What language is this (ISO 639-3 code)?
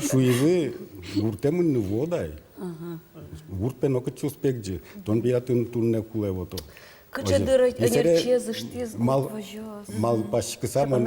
udm